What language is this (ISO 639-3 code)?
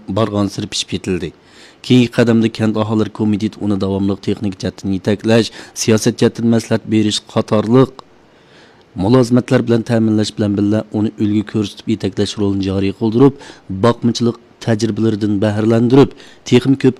uig